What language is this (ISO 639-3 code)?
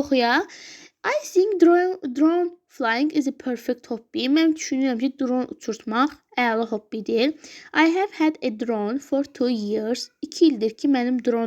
aze